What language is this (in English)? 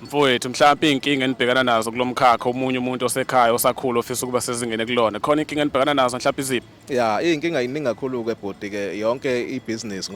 Zulu